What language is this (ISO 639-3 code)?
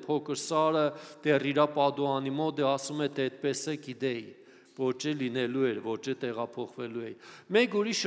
hye